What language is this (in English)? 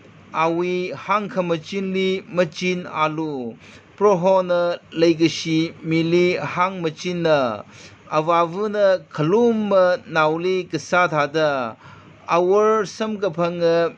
Tangkhul Naga (India)